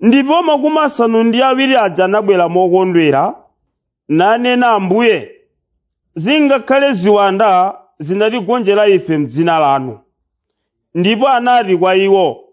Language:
Nyanja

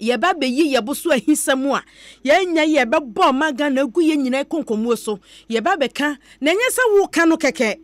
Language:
Akan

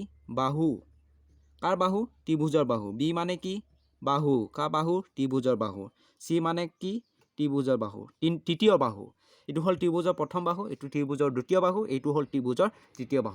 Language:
Assamese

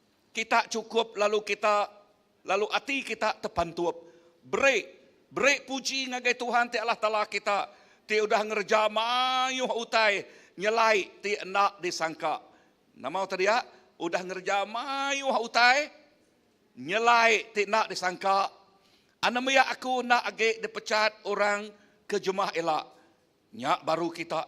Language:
Iban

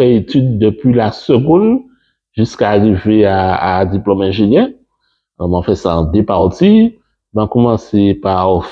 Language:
Guadeloupean Creole French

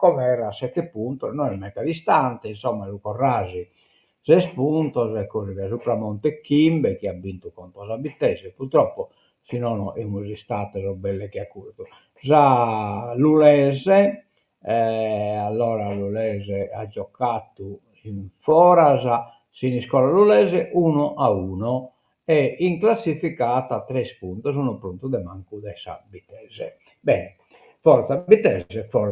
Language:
Sardinian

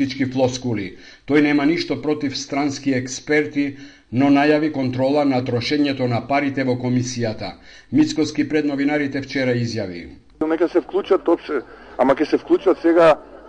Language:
Macedonian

